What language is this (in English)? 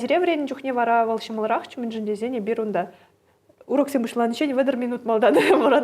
Chuvash